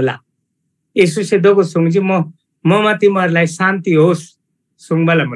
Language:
Eastern Tamang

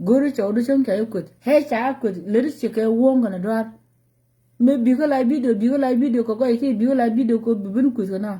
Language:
Nuer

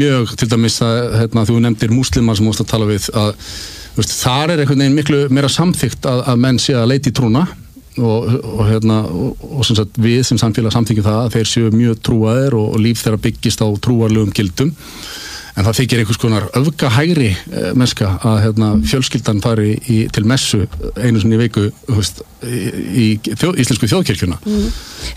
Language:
Icelandic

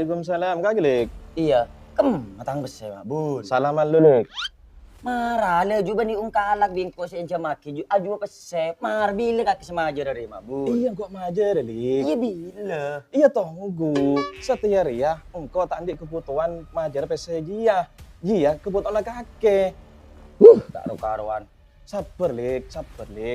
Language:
Madurese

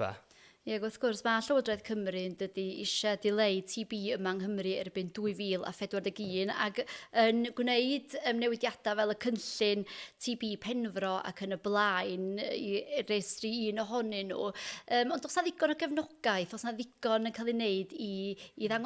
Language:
Welsh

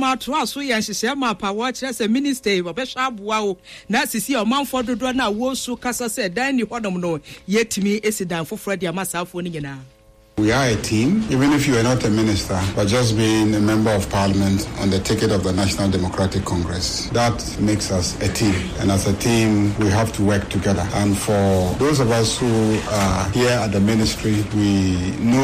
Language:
Akan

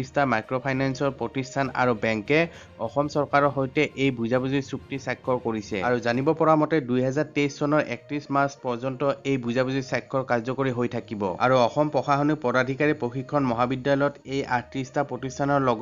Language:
Assamese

